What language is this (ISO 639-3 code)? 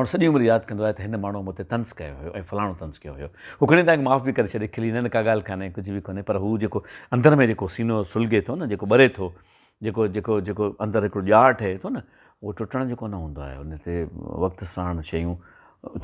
snd